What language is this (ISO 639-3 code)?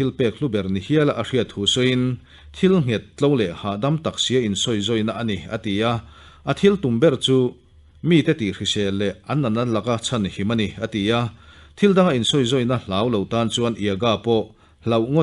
lus